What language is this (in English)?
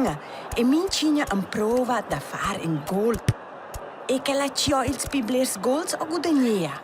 Romansh